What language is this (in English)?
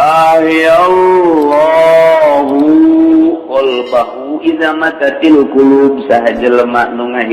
Sundanese